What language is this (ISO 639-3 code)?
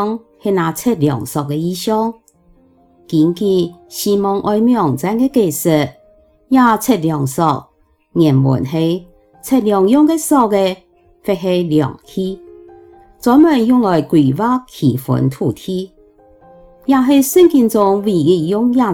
hak